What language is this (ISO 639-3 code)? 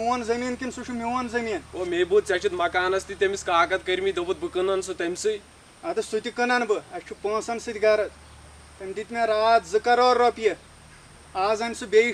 kas